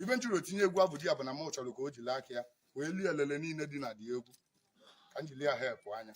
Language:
Igbo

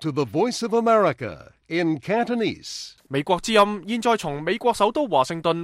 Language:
Cantonese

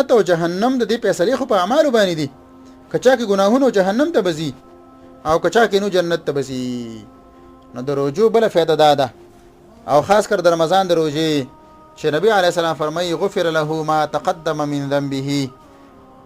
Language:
Pashto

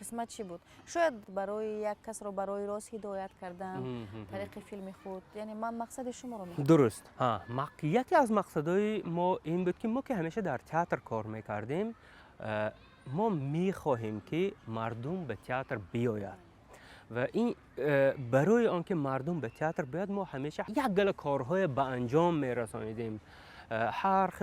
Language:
Tajik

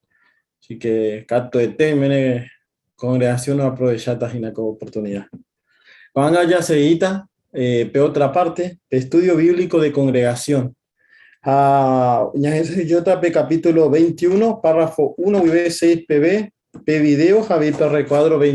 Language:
Guarani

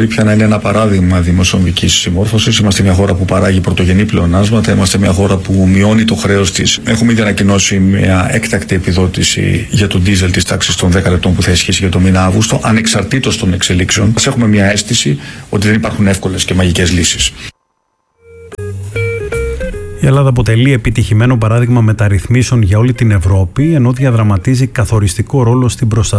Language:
Greek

